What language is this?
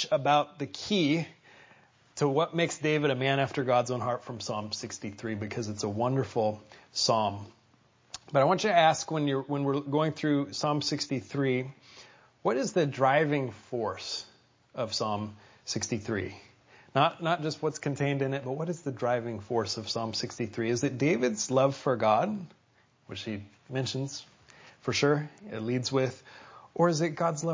English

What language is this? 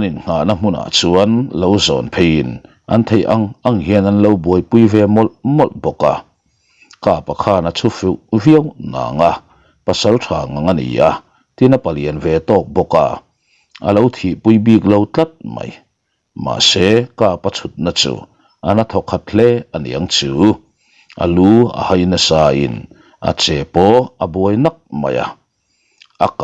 Mizo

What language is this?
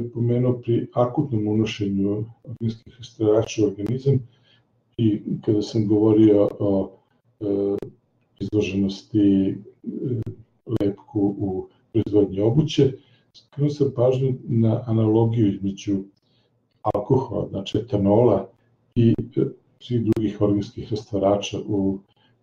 Serbian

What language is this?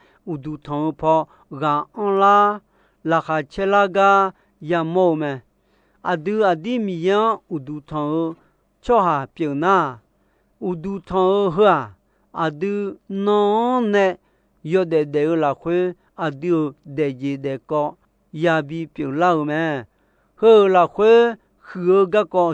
Akha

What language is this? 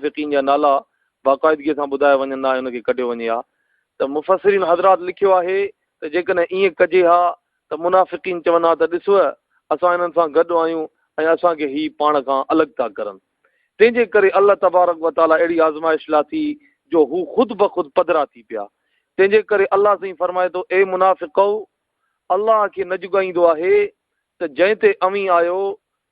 Sindhi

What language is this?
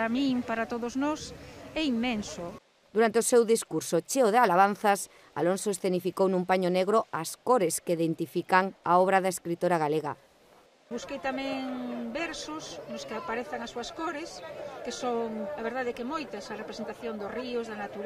Galician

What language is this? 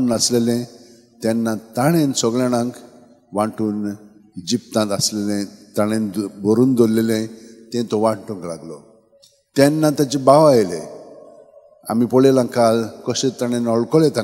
Konkani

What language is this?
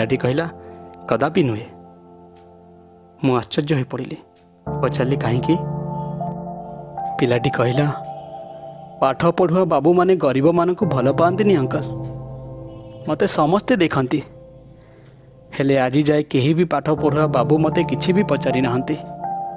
Odia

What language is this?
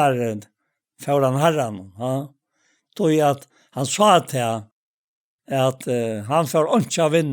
Faroese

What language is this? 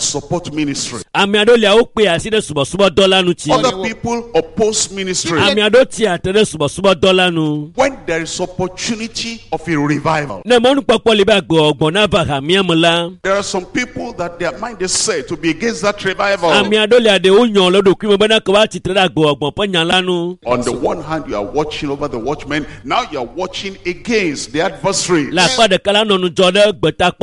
Ewe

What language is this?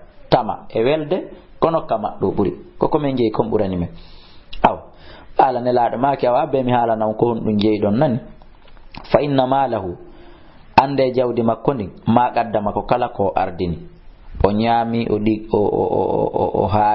Fula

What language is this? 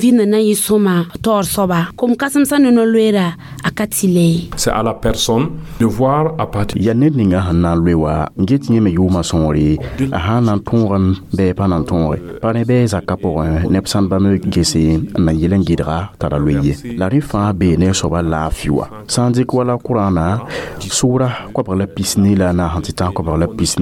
Mossi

